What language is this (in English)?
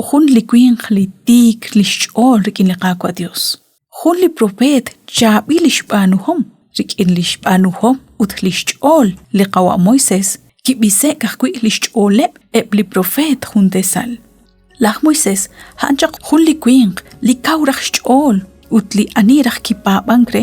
Kekchí